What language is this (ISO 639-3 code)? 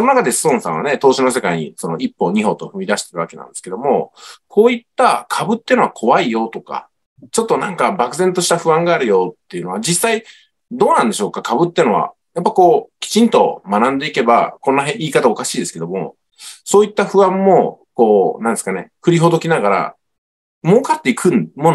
jpn